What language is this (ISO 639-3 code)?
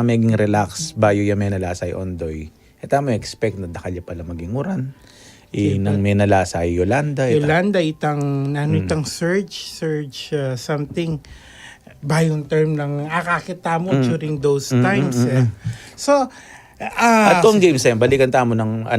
pam